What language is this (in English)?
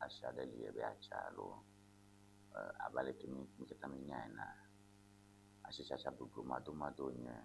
Ewe